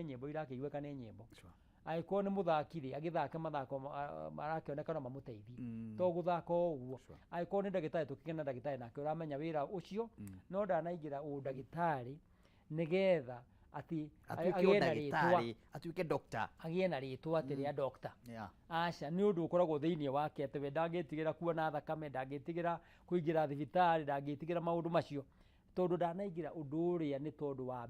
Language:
Kikuyu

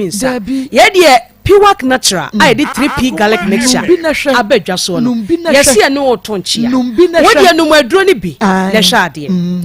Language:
Akan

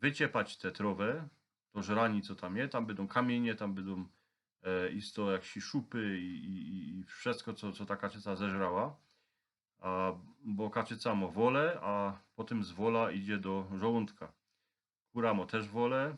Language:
Silesian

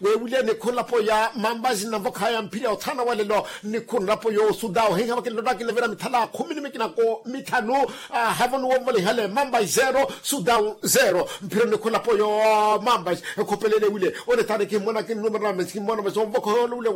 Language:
Makhuwa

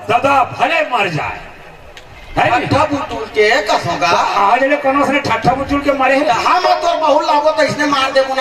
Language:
Chhattisgarhi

